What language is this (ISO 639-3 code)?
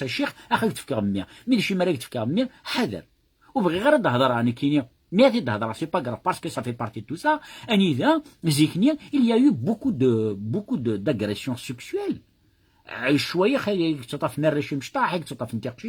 kab